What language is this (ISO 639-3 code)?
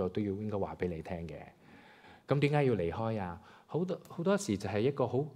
yue